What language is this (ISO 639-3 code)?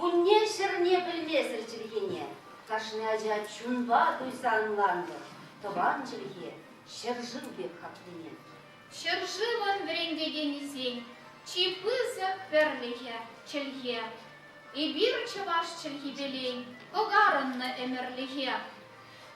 chv